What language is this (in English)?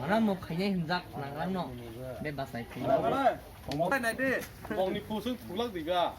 Kok Borok